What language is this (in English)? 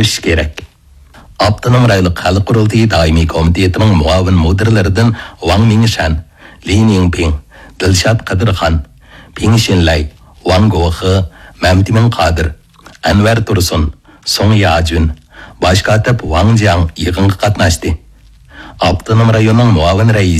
Uyghur